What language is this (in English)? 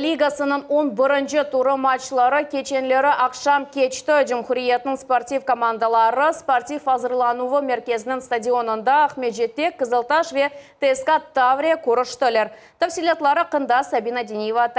Crimean Tatar